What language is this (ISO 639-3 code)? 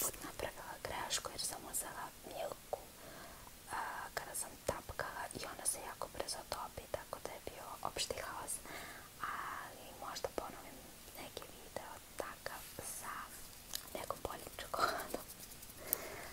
srp